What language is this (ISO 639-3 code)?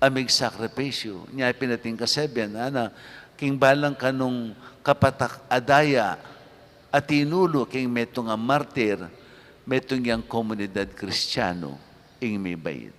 pam